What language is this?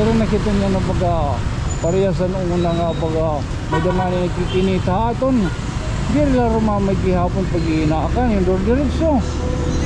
Waray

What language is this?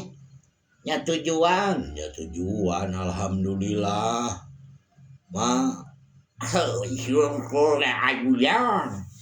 Sundanese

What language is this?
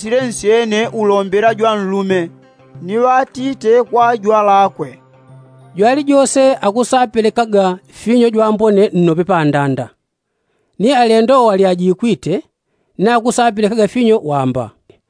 Yao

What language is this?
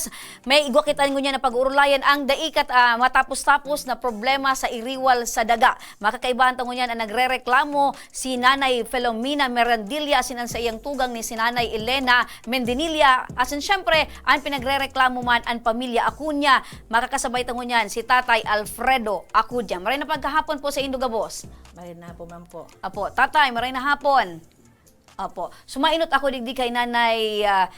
Bikol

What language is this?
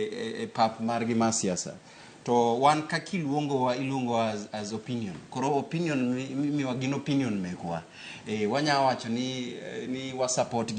Luo (Kenya and Tanzania)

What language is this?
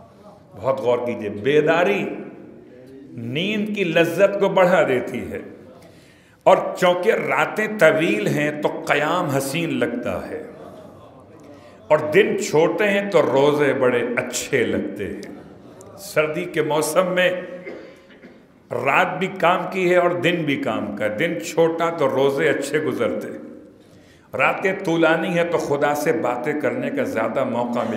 Urdu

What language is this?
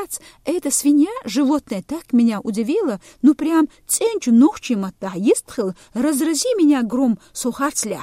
Chechen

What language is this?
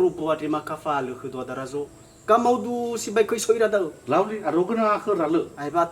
Nias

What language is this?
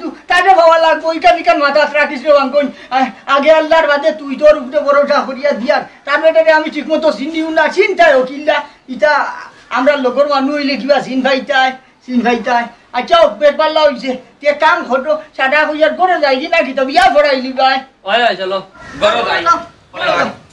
Sylheti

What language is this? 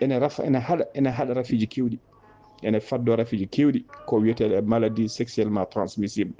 Fula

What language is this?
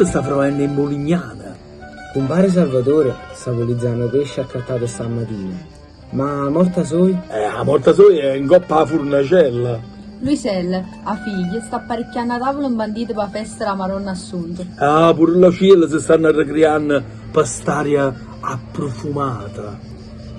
Neapolitan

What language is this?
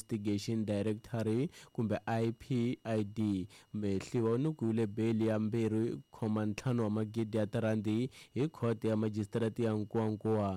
Tsonga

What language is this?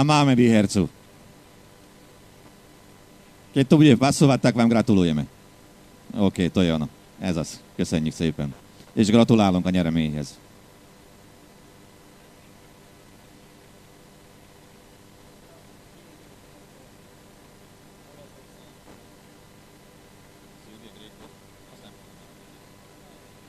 Hungarian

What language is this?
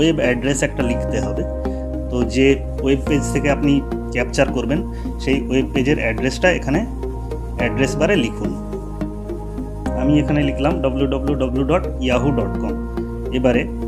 Bangla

